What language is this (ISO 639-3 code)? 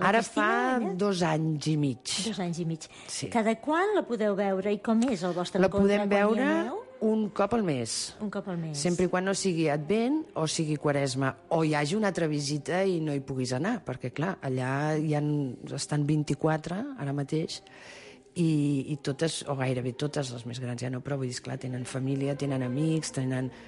cat